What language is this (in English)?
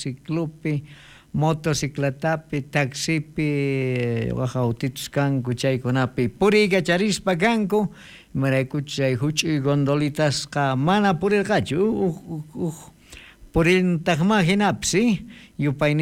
South Bolivian Quechua